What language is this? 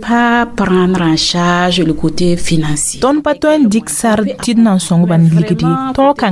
Mossi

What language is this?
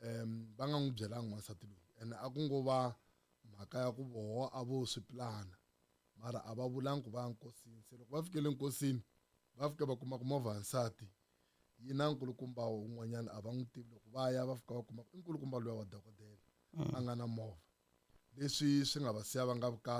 Tsonga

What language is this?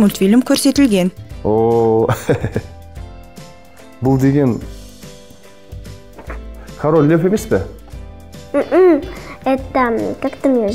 Kazakh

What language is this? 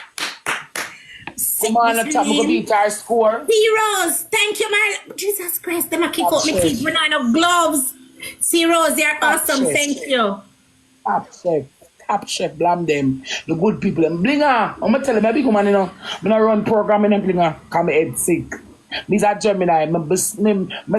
Jamaican Creole English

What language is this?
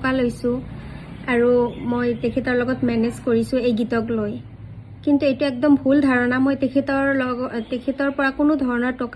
Assamese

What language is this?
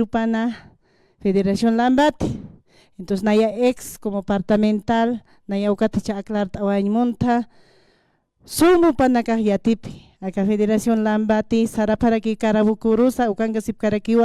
Aymara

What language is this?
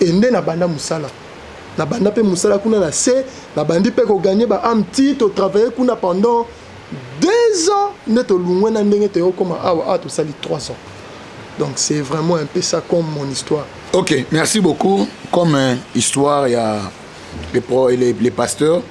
Lingala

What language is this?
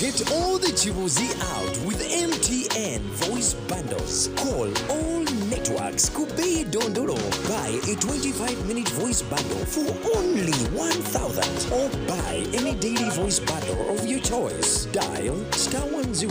Nyankole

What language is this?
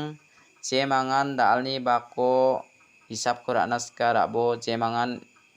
Garo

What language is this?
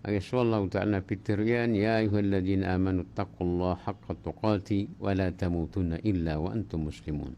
Maranao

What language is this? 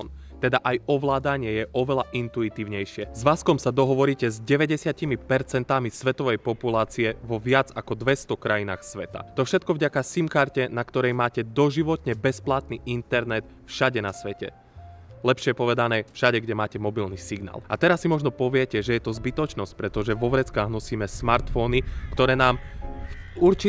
Slovak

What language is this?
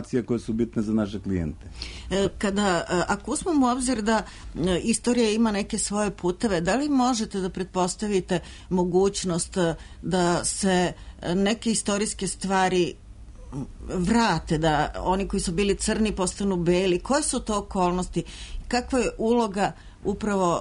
Serbian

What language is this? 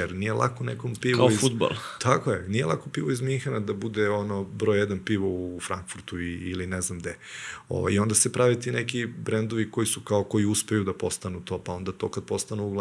Serbian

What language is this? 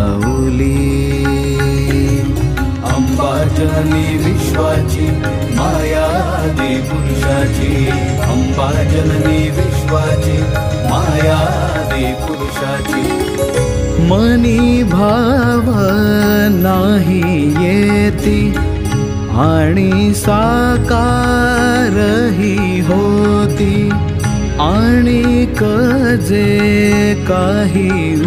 Marathi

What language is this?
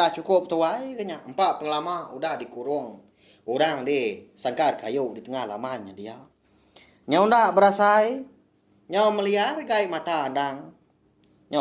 Iban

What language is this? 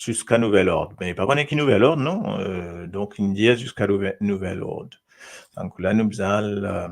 Morisyen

